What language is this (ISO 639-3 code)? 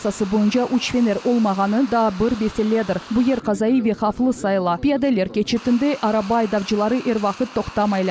crh